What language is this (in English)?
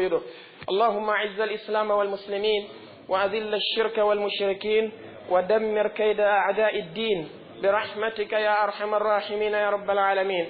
Pular